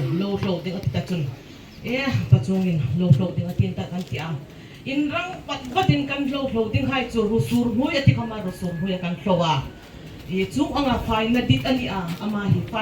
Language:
Hmar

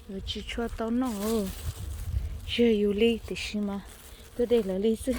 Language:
Hmong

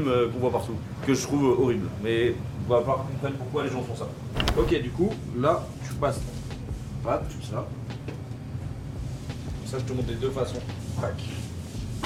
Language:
French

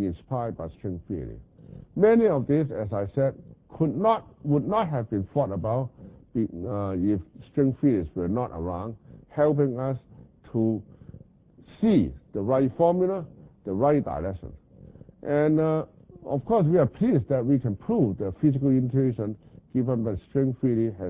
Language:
English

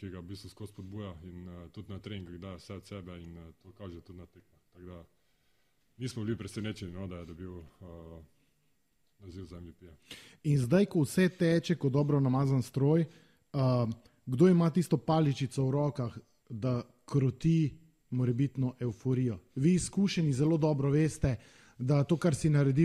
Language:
Slovenian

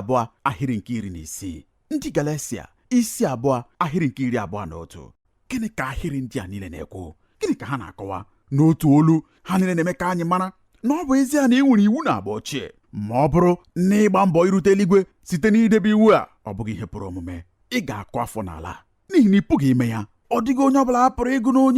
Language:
Igbo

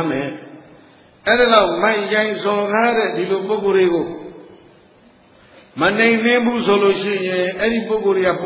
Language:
Burmese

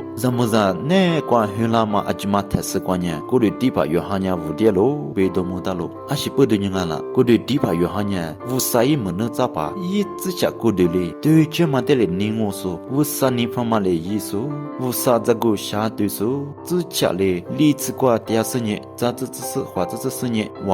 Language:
Lisu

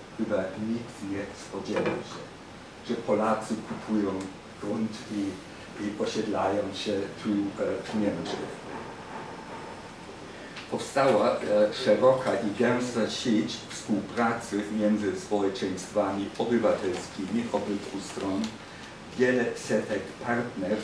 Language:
Polish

